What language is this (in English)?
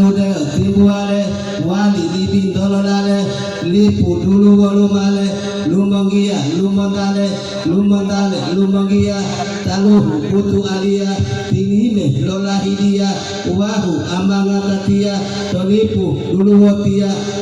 Gorontalo